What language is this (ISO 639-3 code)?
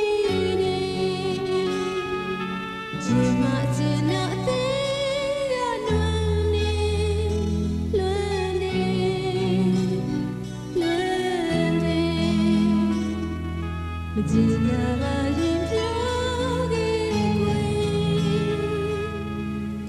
mya